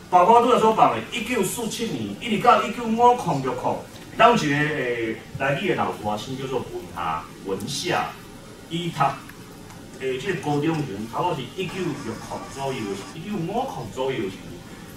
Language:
Min Nan Chinese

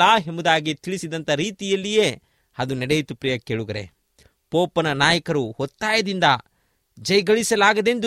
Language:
Kannada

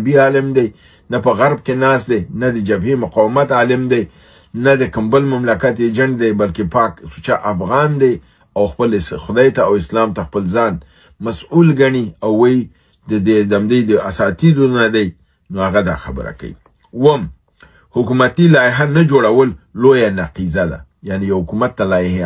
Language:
Pashto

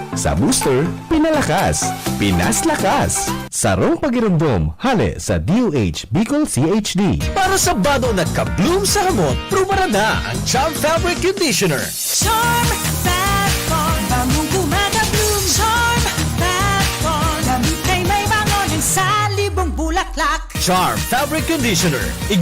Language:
Bikol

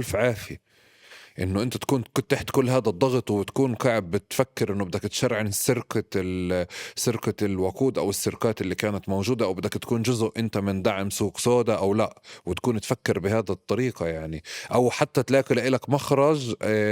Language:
North Levantine Arabic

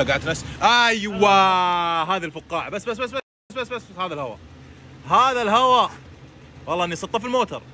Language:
Gulf Arabic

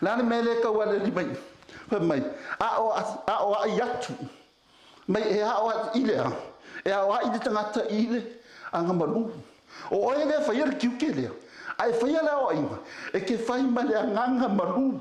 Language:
Samoan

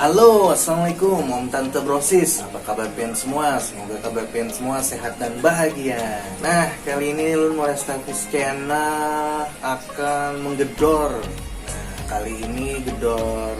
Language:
Banjar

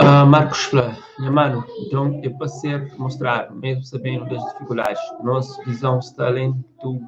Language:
Kabuverdianu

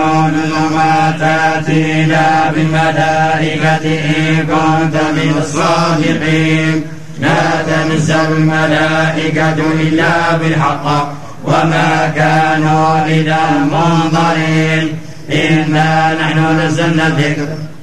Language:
Arabic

